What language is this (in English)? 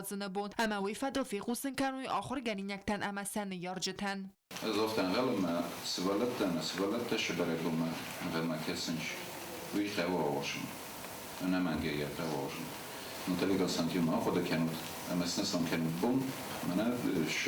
Ossetic